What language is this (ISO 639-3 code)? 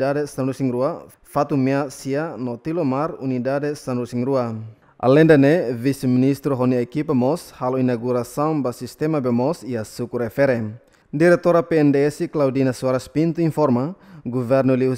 tet